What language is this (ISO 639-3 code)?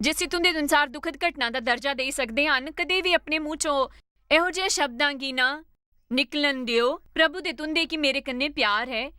doi